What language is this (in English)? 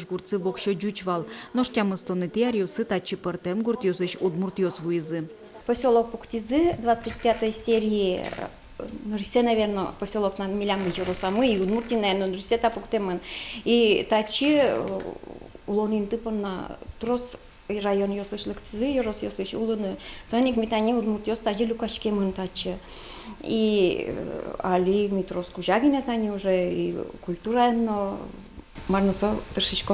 Udmurt